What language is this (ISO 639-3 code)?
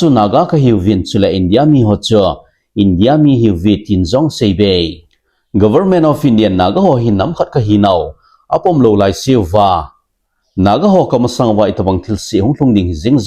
tcz